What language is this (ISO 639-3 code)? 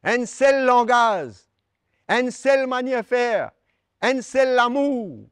mfe